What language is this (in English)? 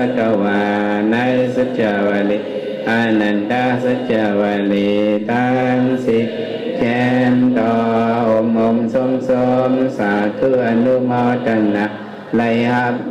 Shan